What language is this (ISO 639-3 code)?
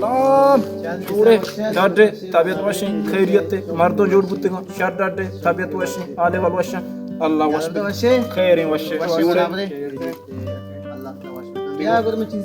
bal